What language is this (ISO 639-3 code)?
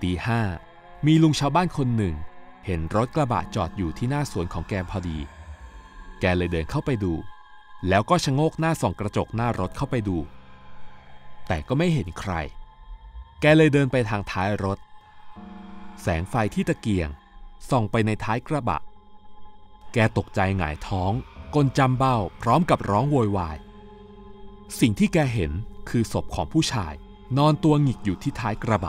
tha